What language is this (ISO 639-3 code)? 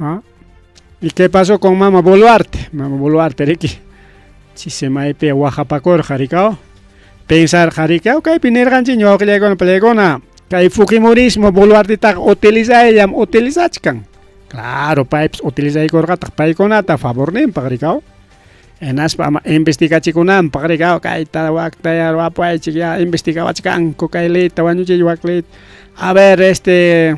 quy